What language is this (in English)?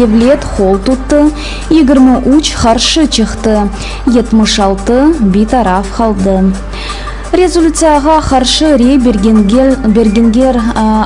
Crimean Tatar